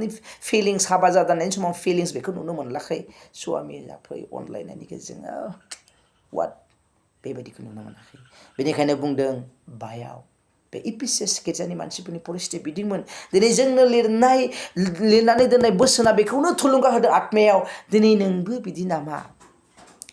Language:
Bodo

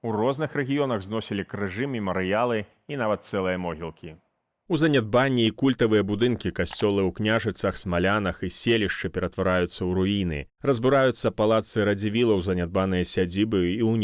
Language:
Belarusian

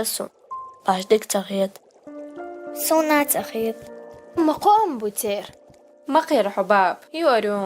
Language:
Chechen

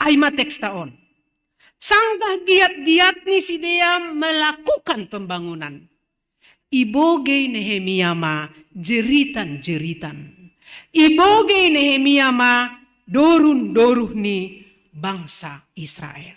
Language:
Batak Simalungun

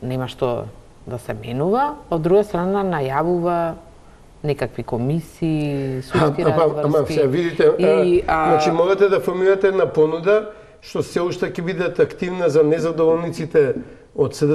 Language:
Macedonian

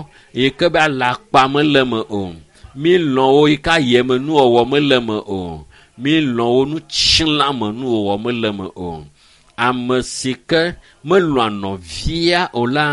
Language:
Ewe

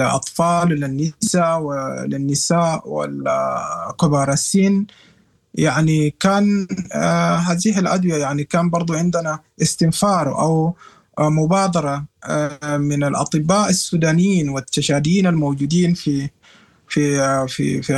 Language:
Sudanese Arabic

